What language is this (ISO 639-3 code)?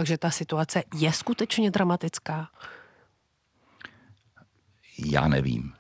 ces